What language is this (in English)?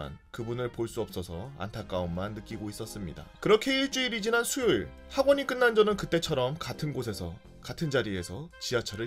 Korean